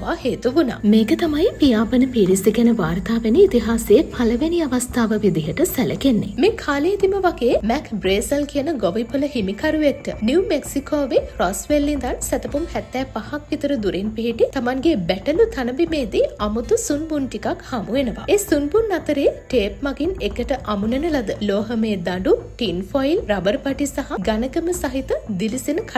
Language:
Sinhala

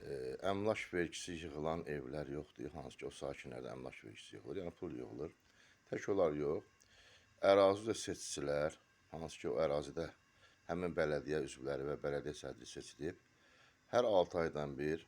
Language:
Azerbaijani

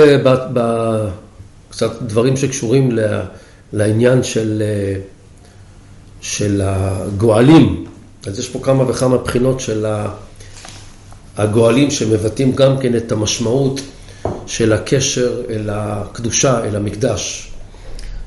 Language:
Hebrew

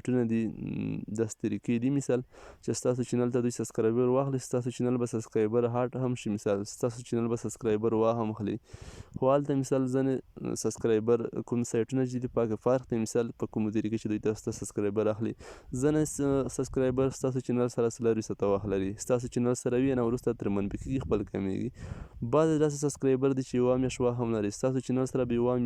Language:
Pashto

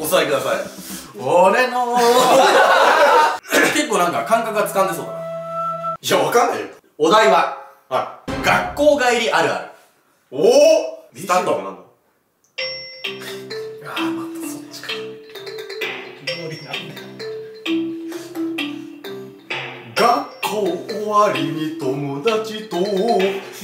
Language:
Japanese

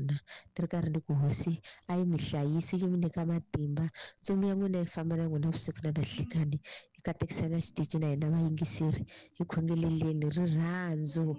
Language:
Tsonga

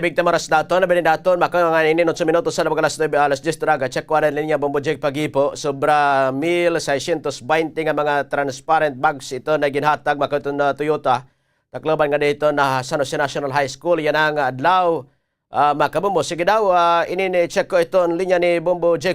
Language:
Waray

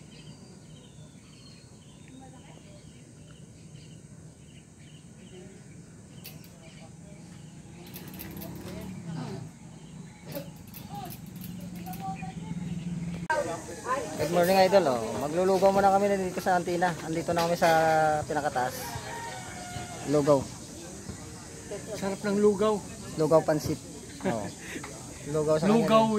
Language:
Filipino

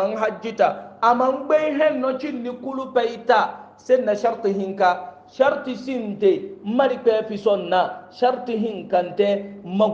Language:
Hausa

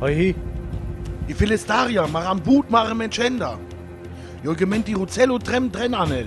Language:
Sinte Romani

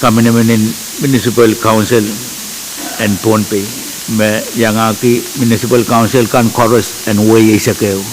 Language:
Pohnpeian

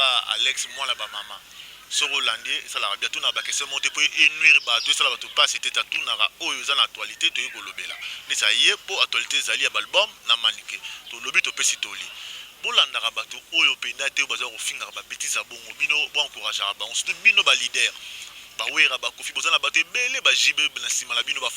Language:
Lingala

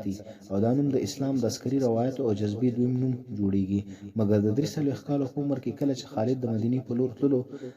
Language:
Pashto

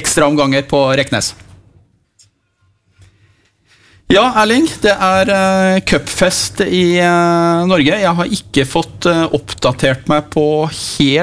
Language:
Norwegian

